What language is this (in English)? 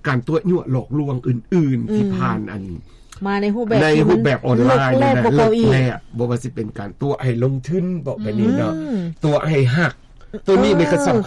Lao